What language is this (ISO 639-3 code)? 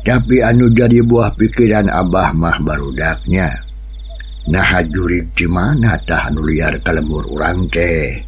sun